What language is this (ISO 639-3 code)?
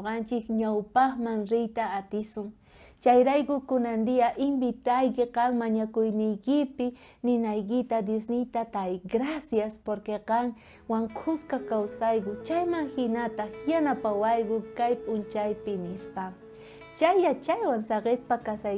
quh